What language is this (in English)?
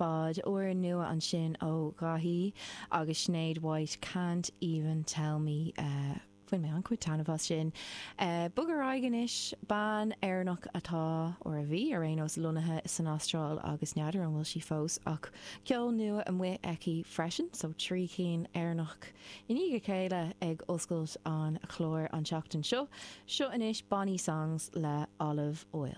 Irish